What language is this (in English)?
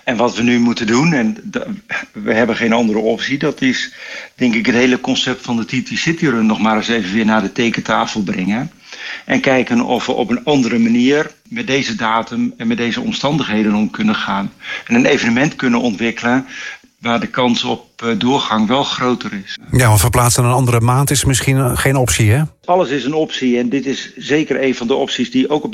Dutch